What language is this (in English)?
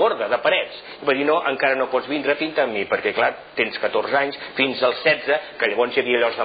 Catalan